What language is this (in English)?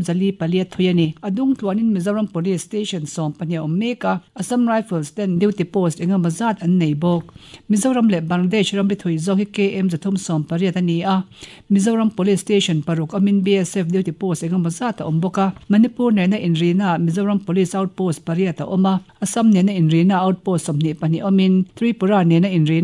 Mizo